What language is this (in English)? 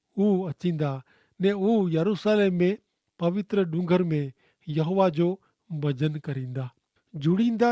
Kachhi